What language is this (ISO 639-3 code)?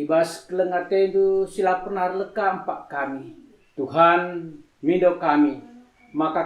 btx